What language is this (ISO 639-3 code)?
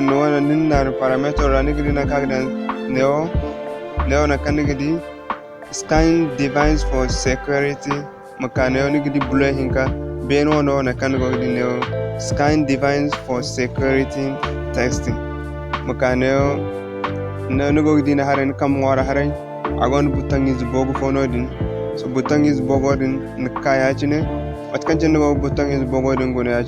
dje